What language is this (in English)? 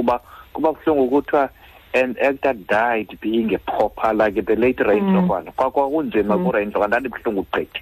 Xhosa